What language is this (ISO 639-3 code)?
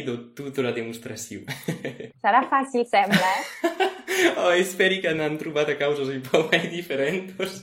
oci